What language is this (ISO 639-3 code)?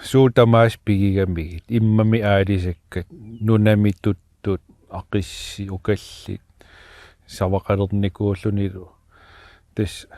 kal